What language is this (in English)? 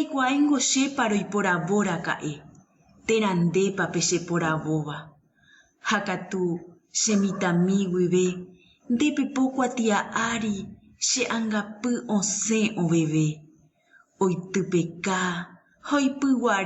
Guarani